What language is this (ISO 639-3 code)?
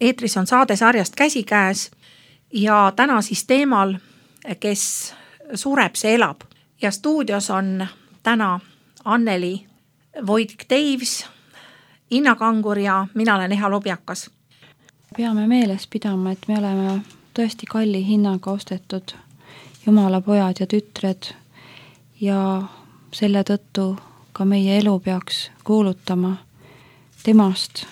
est